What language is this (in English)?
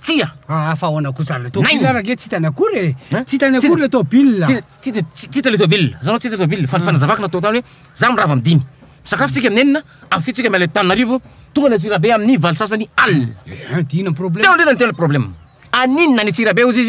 Malagasy